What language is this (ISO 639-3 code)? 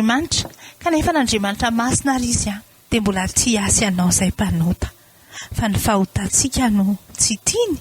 mlg